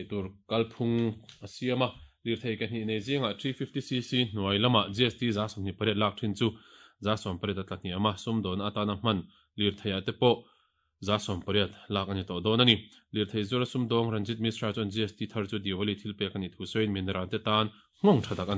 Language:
Mizo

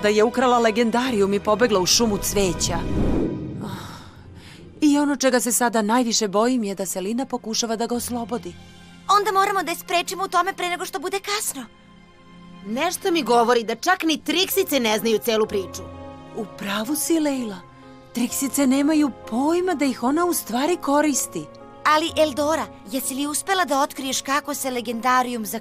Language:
Serbian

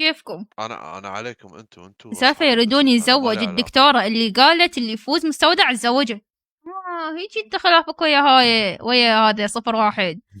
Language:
Mesopotamian Arabic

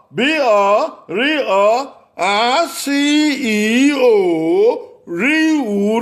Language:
Bini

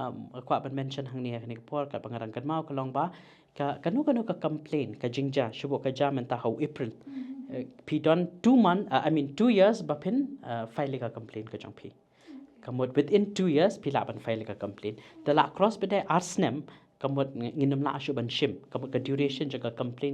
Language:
Khasi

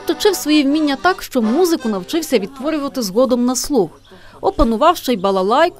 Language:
Ukrainian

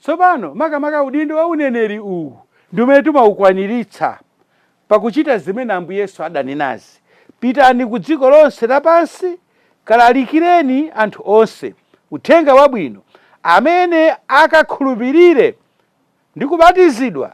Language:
Nyanja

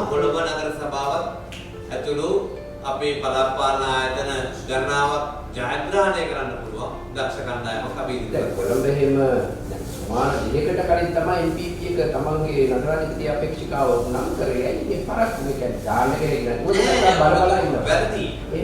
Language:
Sinhala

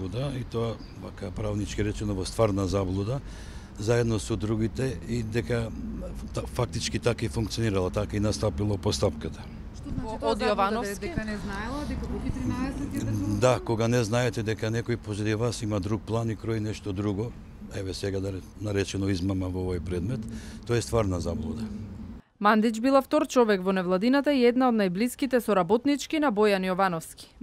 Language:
Macedonian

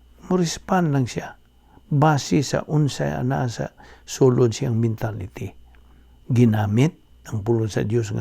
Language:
Cebuano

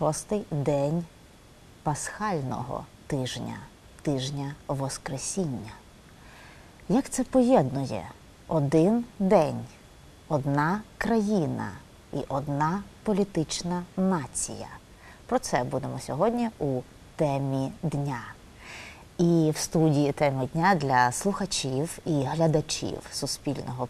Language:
Ukrainian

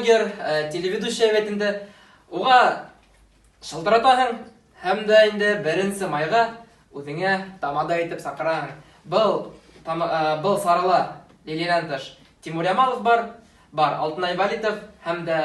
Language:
Bashkir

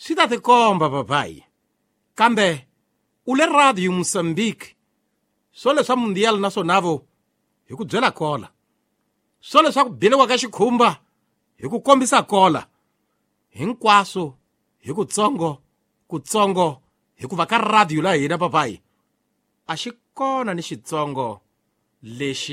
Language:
Tsonga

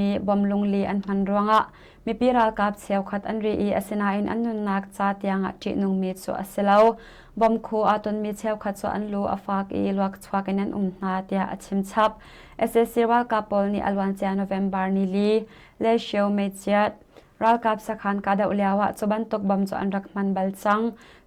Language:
Hakha Chin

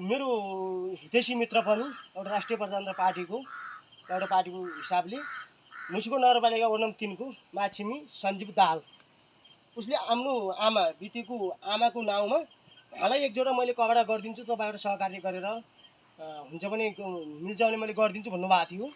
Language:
Nepali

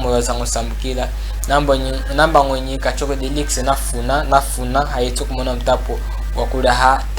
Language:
Chokwe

